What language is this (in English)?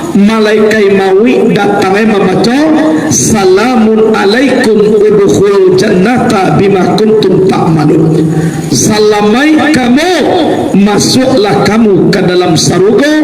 Minangkabau